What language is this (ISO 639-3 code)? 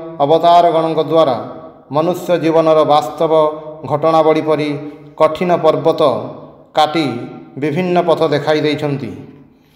ori